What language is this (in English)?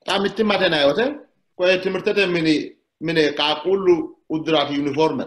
Sidamo